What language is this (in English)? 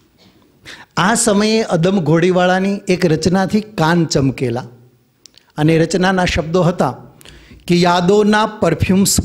Gujarati